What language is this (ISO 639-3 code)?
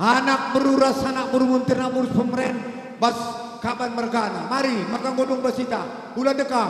btx